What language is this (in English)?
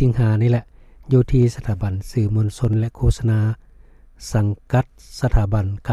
Lao